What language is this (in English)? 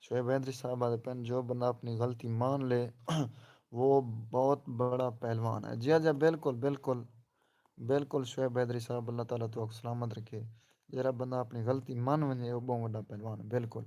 Saraiki